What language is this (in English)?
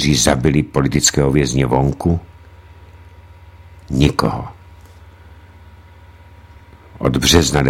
Czech